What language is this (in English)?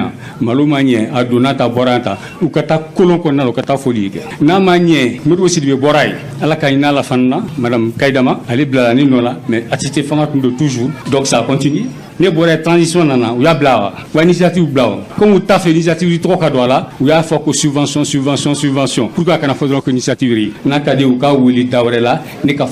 Bambara